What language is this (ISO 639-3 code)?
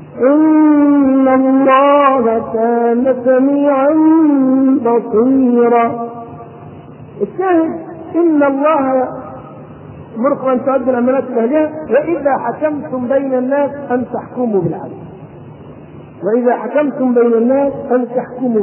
ara